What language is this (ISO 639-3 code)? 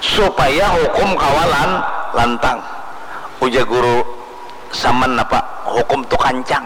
bjn